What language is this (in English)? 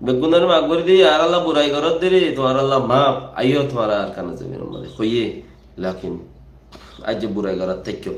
Rohingya